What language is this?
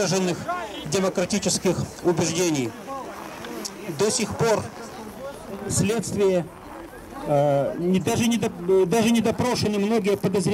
Russian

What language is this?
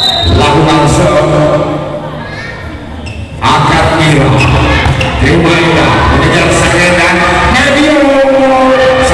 Indonesian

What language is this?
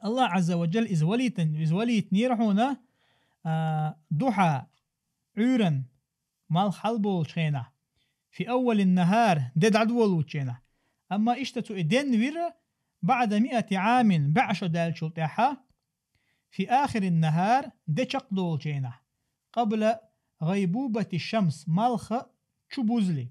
Chechen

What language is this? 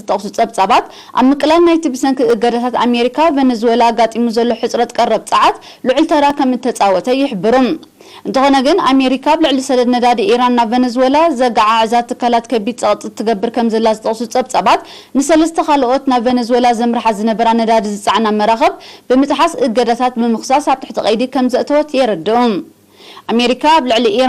Tigrinya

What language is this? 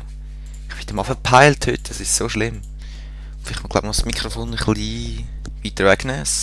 Swiss German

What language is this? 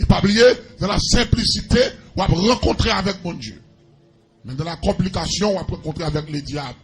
Haitian Creole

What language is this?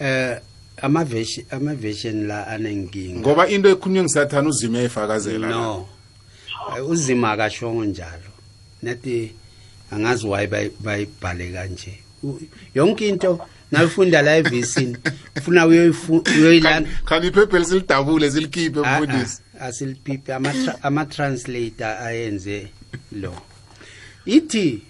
South Ndebele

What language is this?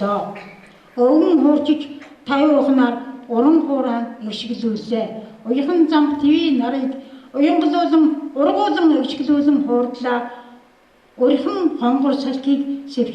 Mongolian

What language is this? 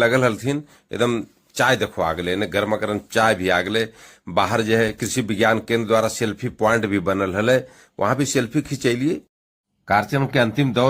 Magahi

